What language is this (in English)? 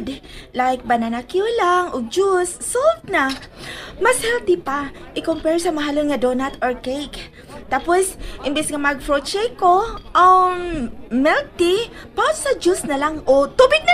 Cebuano